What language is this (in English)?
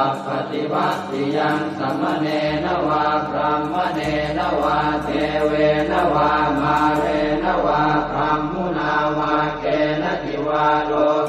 Pali